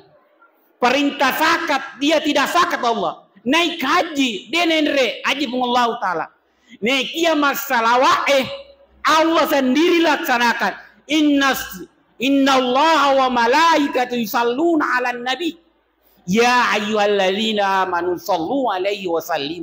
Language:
Buginese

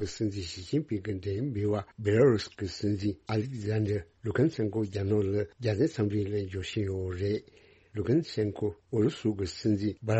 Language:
Tibetan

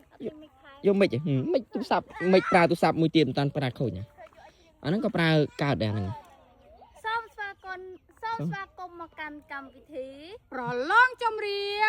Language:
Khmer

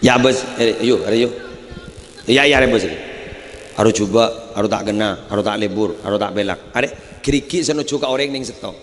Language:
Madurese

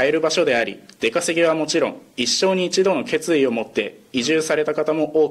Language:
Japanese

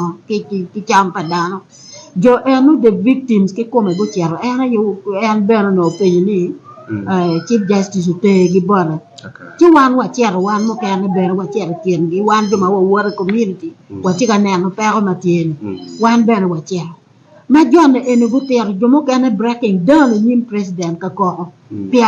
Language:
Acoli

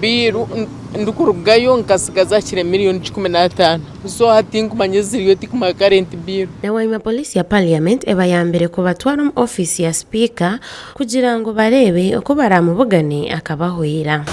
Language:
Nyankole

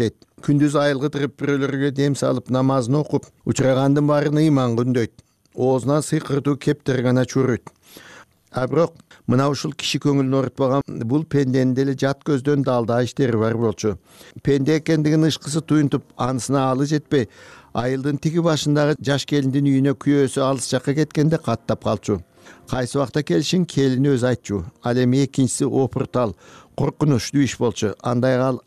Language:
Kyrgyz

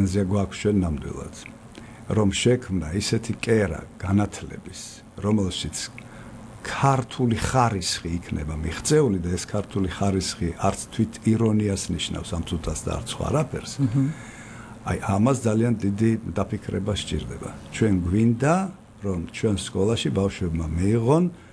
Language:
Georgian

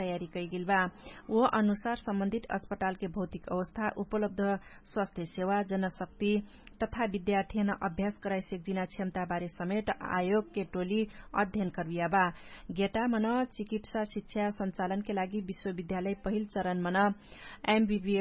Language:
Dangaura Tharu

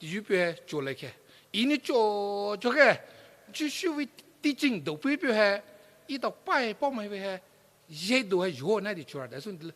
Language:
Poumei Naga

